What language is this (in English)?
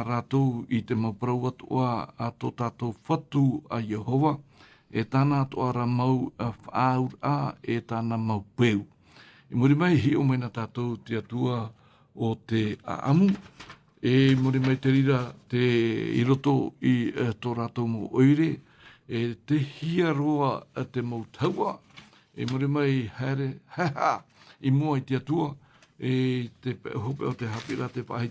Tahitian